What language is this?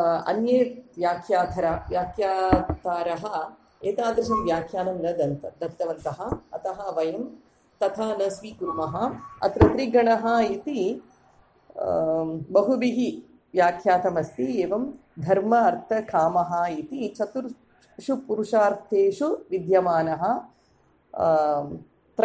Sanskrit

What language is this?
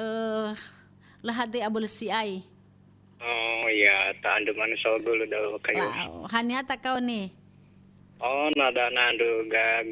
Nias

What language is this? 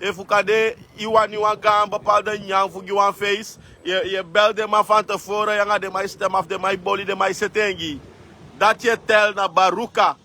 Sranan Tongo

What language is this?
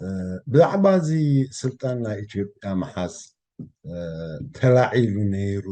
Tigrinya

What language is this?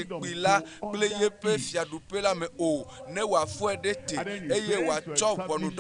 Ewe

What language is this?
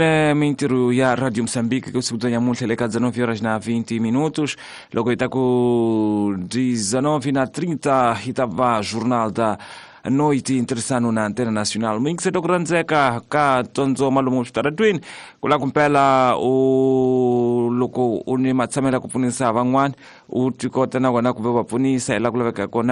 Tsonga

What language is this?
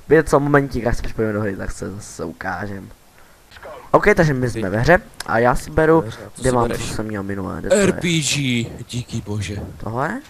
Czech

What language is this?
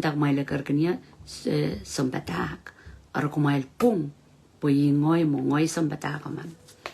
Pohnpeian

